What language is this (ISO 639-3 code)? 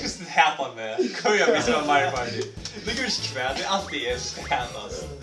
fao